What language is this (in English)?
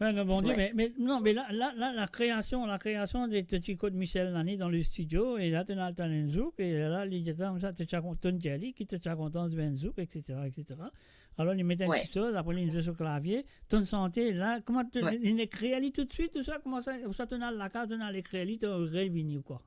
Morisyen